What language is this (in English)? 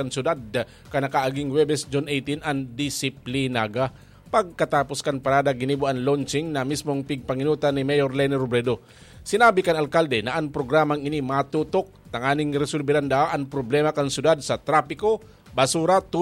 Bikol